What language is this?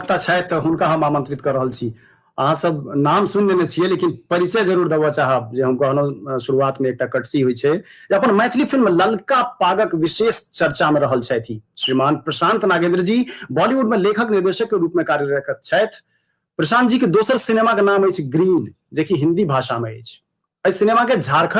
Maithili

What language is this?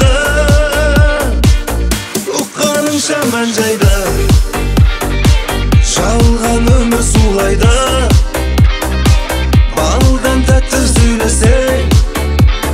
Kazakh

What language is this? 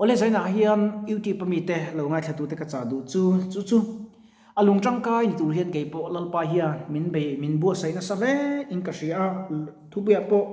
Mizo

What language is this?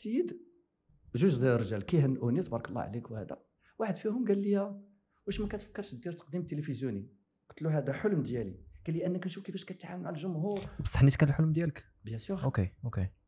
Moroccan Arabic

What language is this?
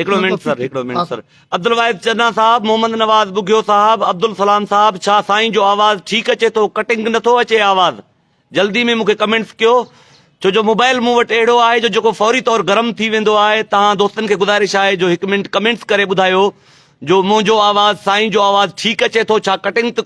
Sindhi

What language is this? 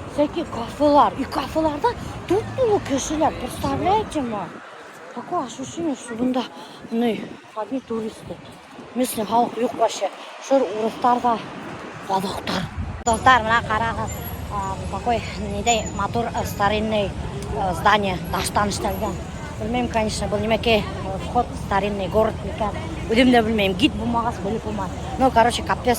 Bashkir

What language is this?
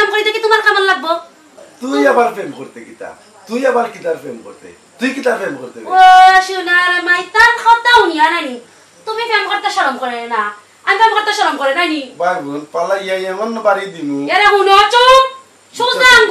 Sylheti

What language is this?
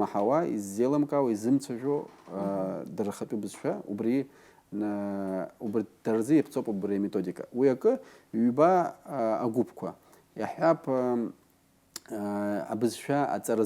Abkhazian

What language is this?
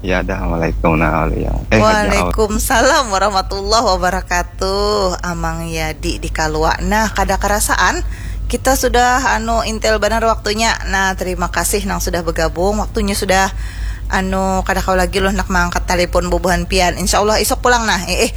Banjar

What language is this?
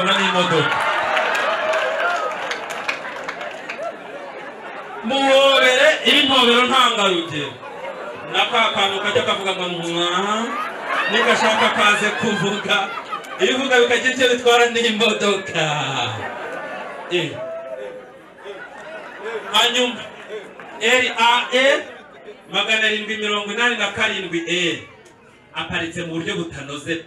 Kinyarwanda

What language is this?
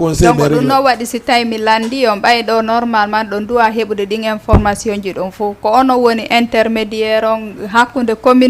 Fula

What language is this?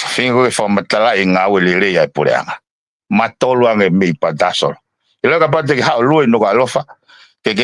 Tongan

